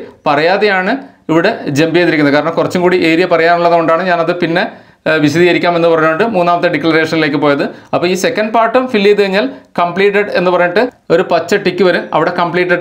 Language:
Malayalam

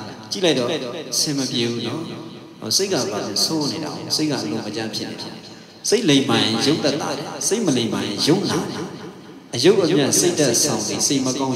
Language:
Burmese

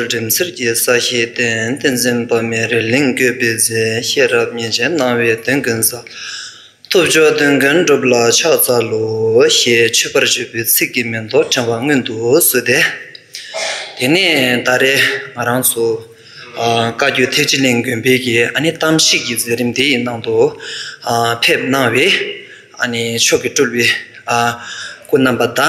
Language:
Tibetan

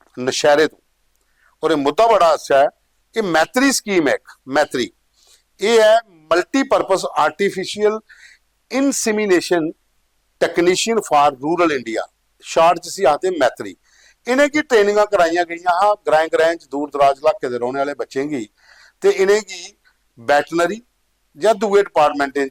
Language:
Dogri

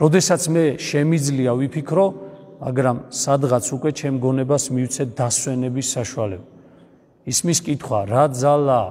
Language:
Georgian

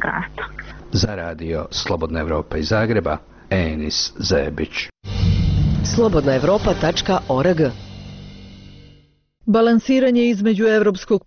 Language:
Bosnian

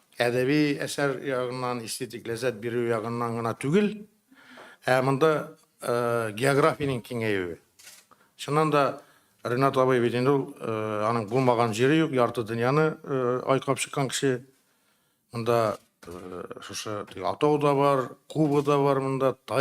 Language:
Tatar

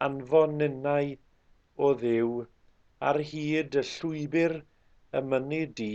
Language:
Welsh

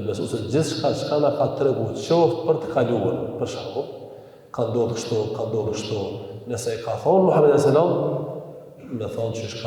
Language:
Albanian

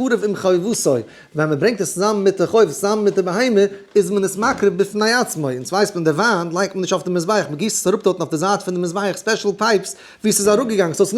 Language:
Yiddish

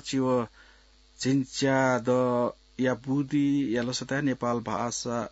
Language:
Newari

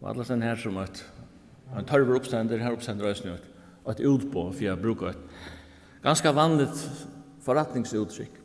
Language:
Faroese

